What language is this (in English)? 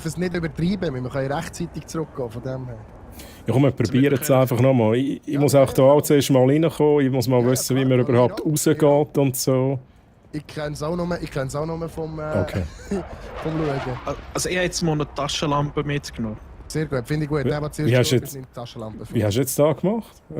Swiss German